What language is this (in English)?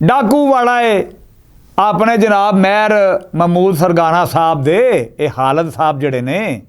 Western Panjabi